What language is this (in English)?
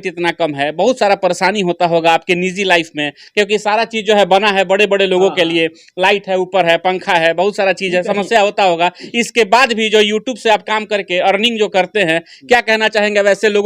Bhojpuri